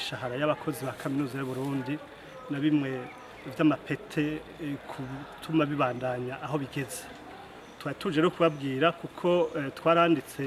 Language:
Rundi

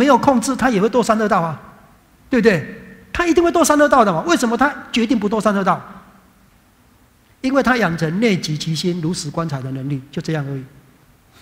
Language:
Chinese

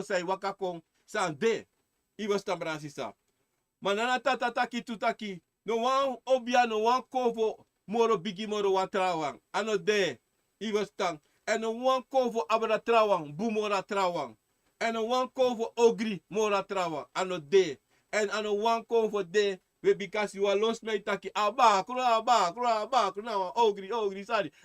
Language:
Sranan Tongo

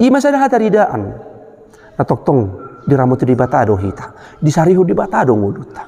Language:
Batak Toba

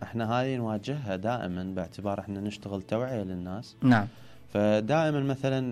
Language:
Mesopotamian Arabic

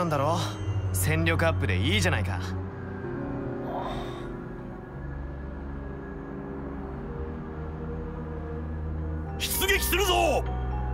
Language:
Japanese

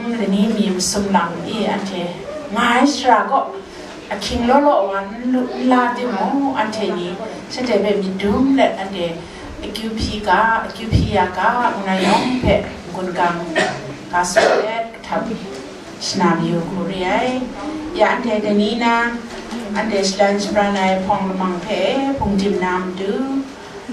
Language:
Kachin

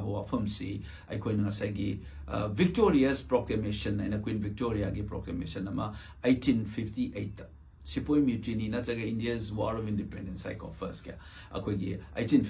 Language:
Manipuri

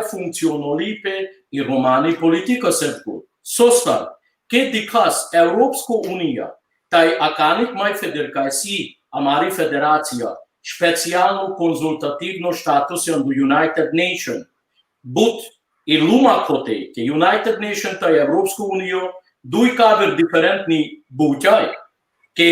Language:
Balkan Romani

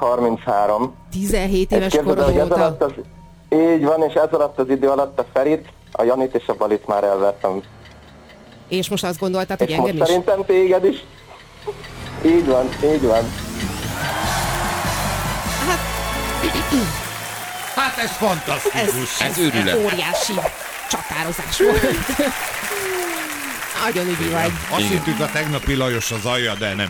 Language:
Hungarian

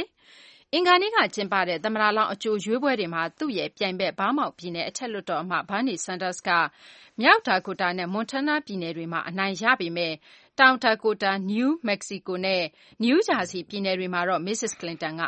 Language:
Burmese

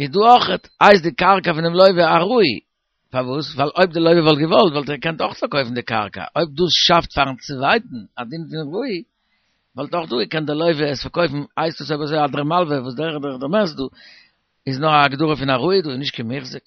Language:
Yiddish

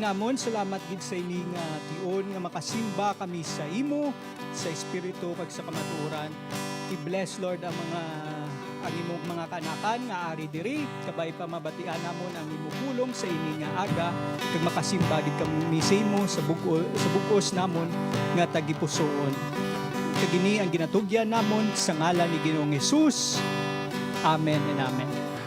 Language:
Hiligaynon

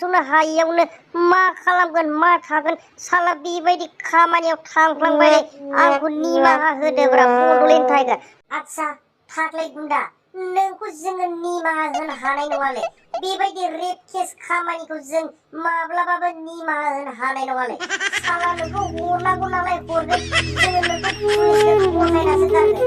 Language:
Bodo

